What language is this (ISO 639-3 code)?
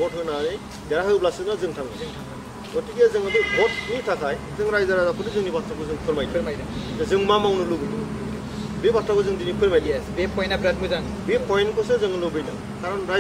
brx